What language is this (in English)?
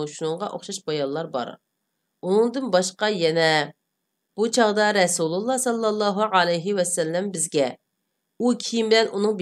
Uyghur